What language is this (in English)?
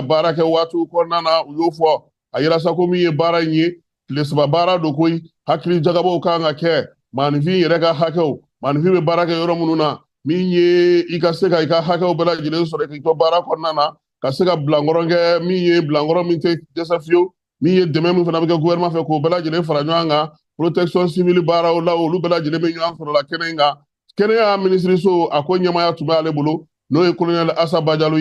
Bambara